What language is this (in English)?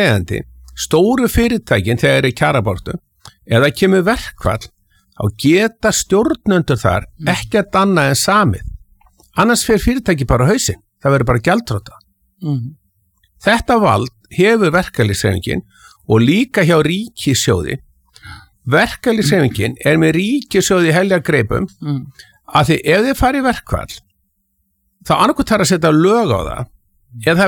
Icelandic